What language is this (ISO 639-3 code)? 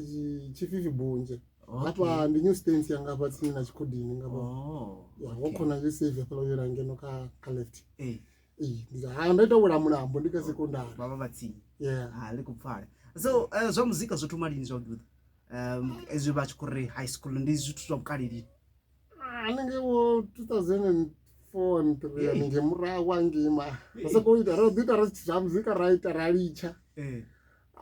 ven